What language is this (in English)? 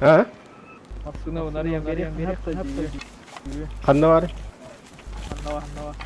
Yakut